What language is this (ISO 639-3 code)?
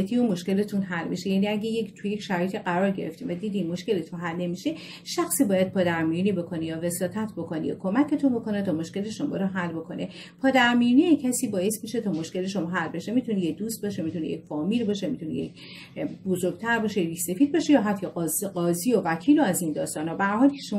fas